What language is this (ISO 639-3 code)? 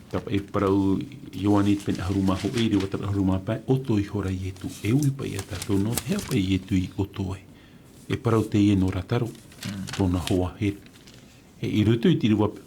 tah